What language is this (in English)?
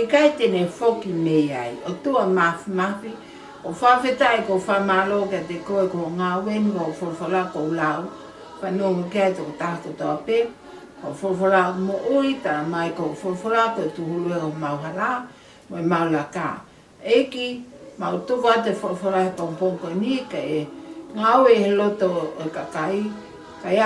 Tongan